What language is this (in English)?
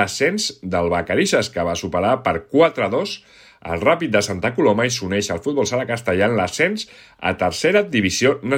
Catalan